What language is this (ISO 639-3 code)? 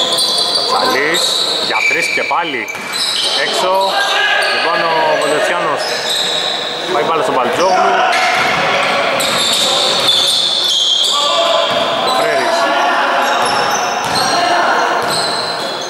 ell